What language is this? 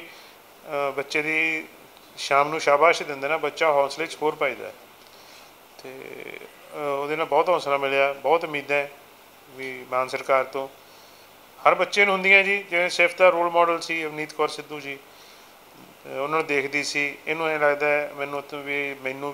Punjabi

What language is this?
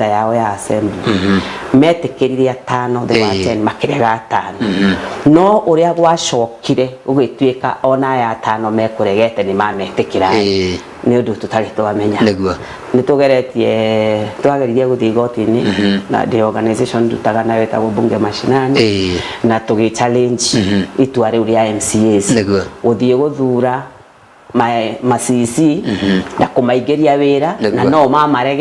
Kikuyu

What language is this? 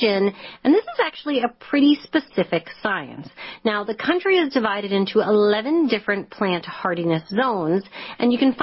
English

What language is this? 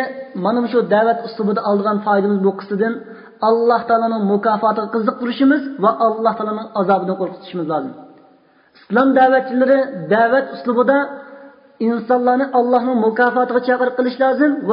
Uyghur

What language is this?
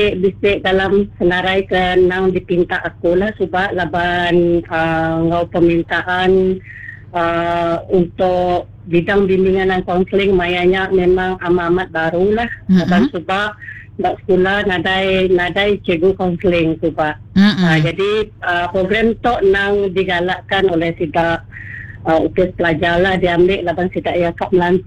Iban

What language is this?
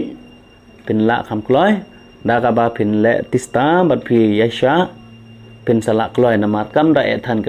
Khasi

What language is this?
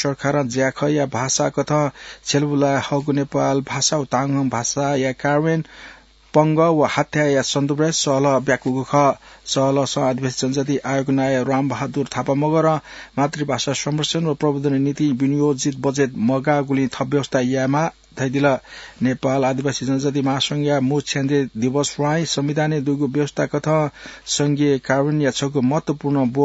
Newari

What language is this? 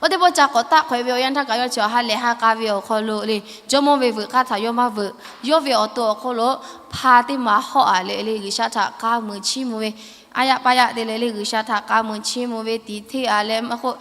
Lahu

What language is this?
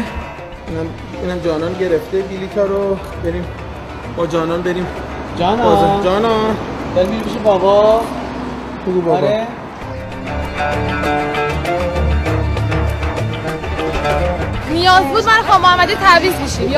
Persian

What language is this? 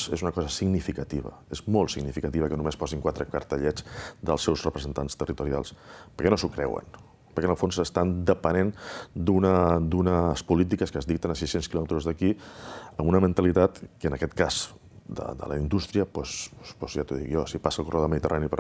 Catalan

